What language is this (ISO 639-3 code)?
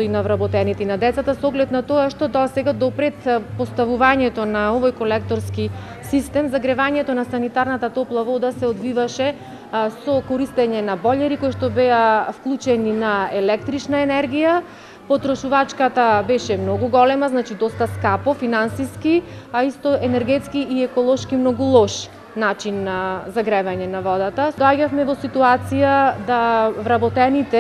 mkd